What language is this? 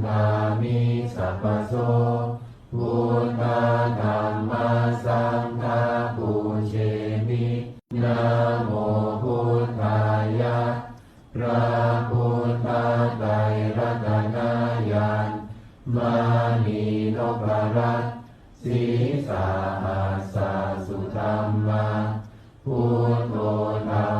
Pali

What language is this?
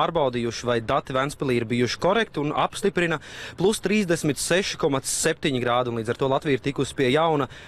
Latvian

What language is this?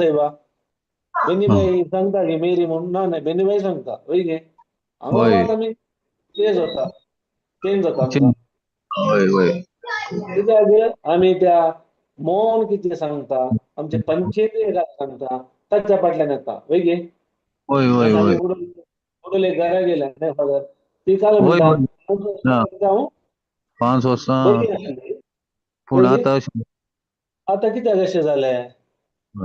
Konkani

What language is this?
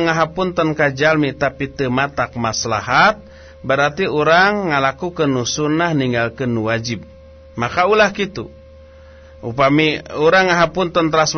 Sundanese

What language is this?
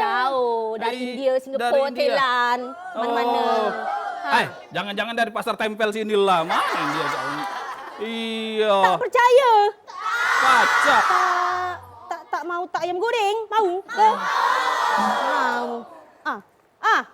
Musi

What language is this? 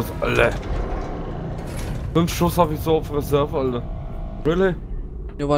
German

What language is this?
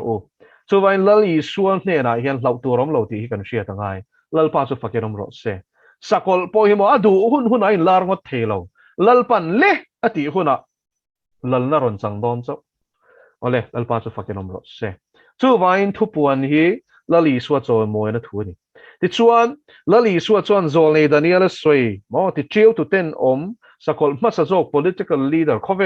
Mizo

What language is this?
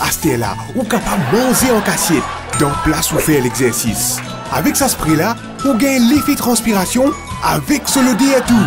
Morisyen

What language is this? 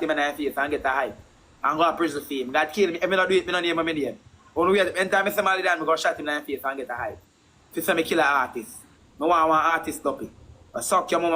Jamaican Creole English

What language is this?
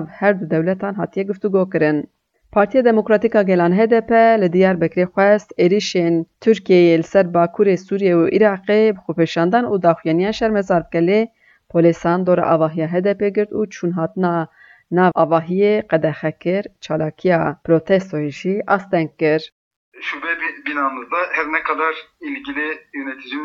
Kurdish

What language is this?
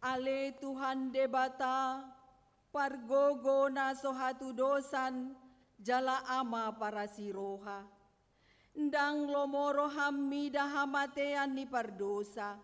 Batak Toba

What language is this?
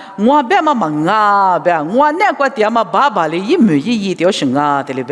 Lisu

